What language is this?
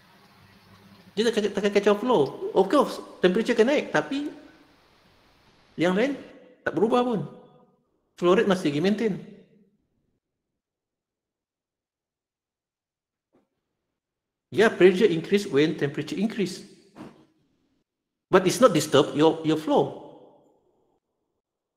Malay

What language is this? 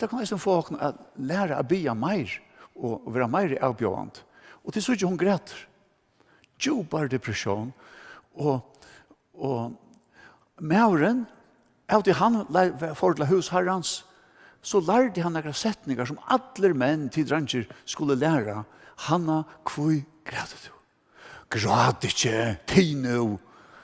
Faroese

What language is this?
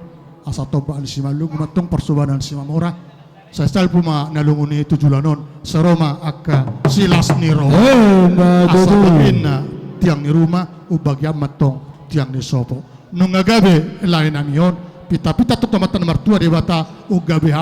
Batak Toba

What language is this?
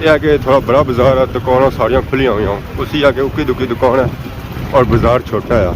Pahari-Potwari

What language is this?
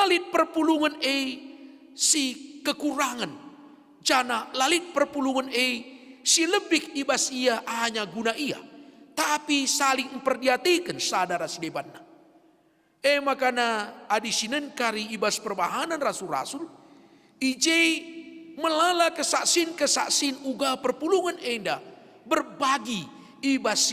Batak Karo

